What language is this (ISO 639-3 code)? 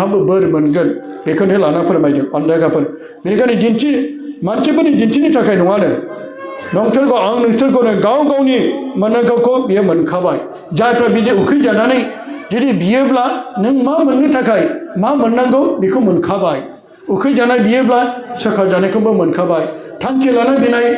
brx